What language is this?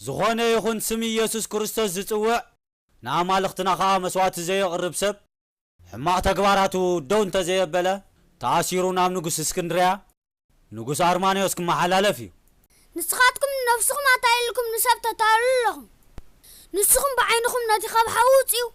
Tigrinya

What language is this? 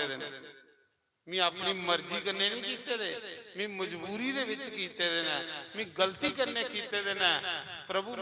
Dogri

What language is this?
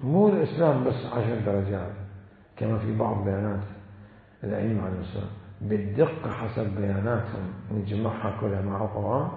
Mesopotamian Arabic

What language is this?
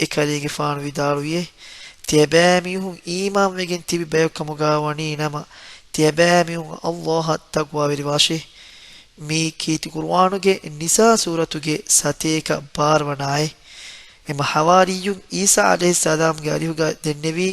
Divehi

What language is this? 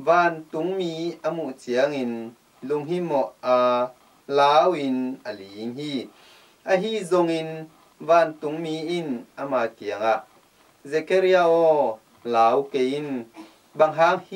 Tedim Chin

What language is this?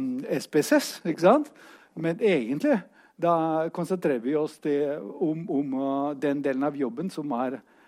Norwegian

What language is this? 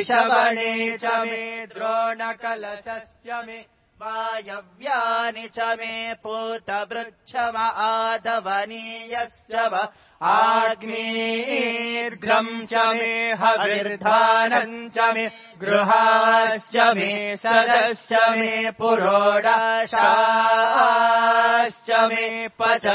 Sanskrit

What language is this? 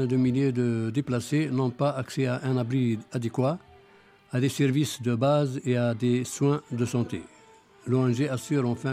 French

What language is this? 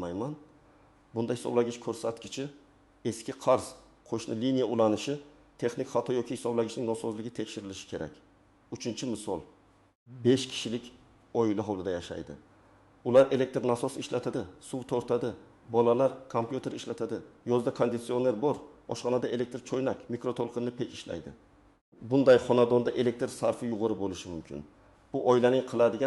Uzbek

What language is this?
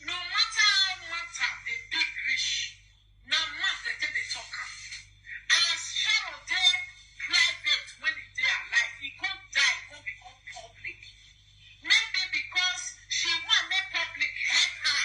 Nigerian Pidgin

